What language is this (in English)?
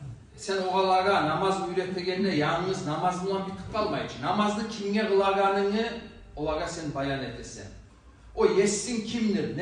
Kumyk